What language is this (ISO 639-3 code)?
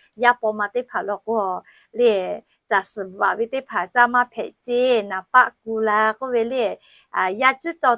lhu